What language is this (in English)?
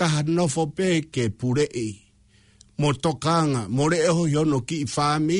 Tongan